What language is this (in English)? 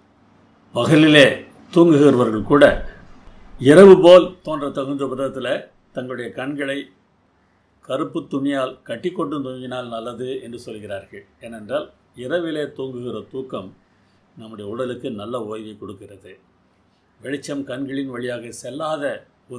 Tamil